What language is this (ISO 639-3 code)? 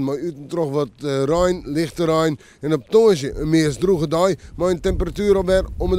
fry